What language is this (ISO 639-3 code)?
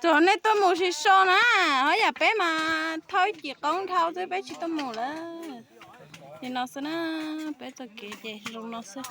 hmn